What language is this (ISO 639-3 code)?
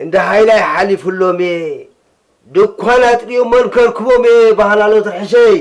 tir